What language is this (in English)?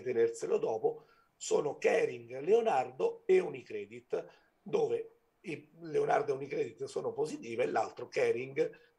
Italian